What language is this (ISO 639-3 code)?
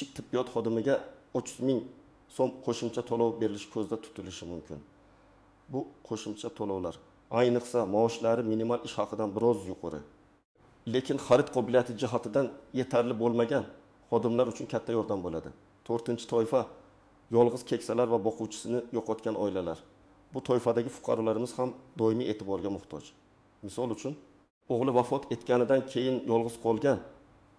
uzb